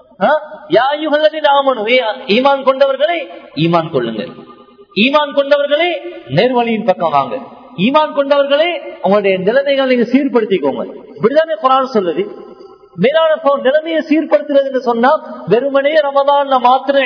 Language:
Tamil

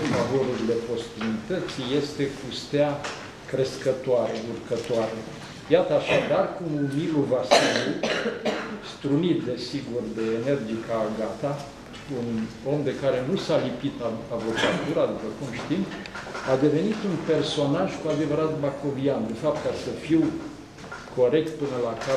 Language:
Romanian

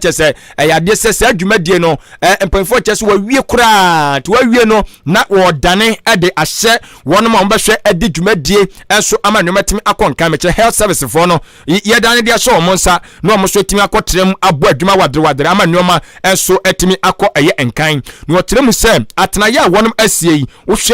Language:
Akan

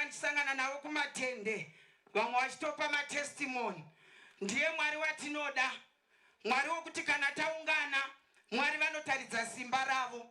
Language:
Shona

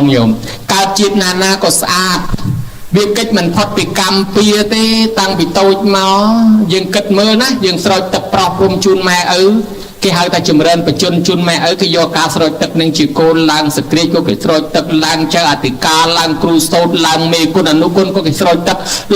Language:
Khmer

